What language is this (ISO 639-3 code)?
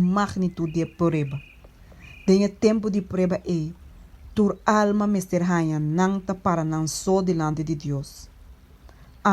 pap